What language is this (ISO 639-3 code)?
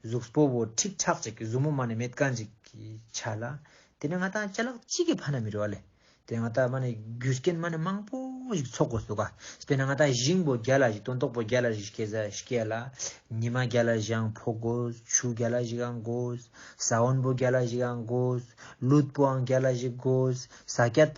lbj